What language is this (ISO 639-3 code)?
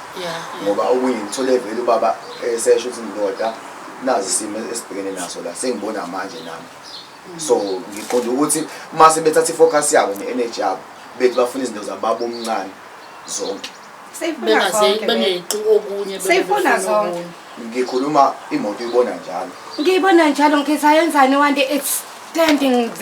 zul